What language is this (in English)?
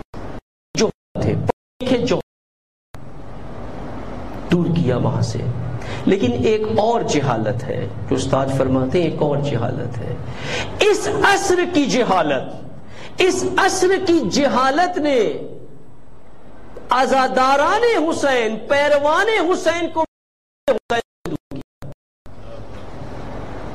Urdu